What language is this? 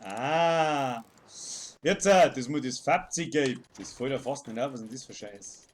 Bavarian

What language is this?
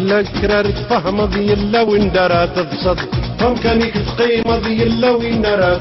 Kabyle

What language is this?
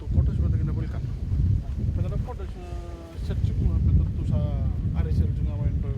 Fijian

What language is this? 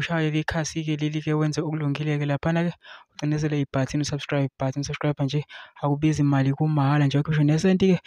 Zulu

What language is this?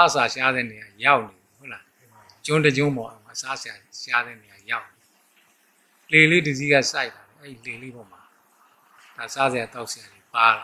Burmese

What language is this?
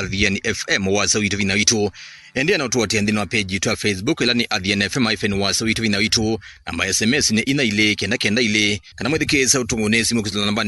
Kamba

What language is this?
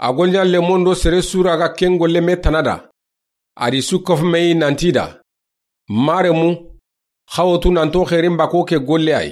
Soninke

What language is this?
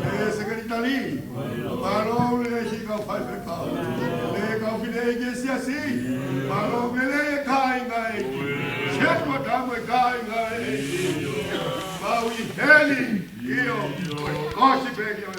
Tongan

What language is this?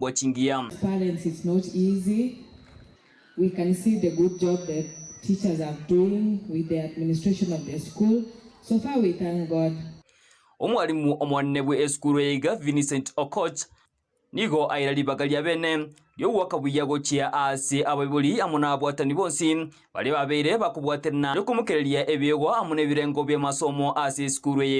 Gusii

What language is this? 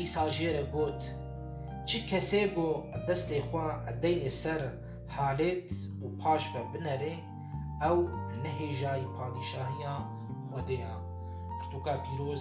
Kurdish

